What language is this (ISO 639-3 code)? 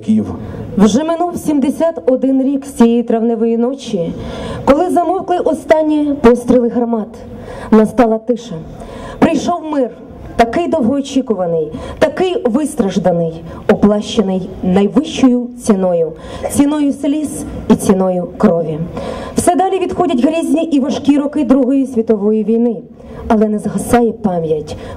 ukr